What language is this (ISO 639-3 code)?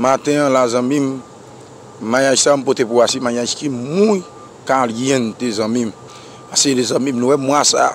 hat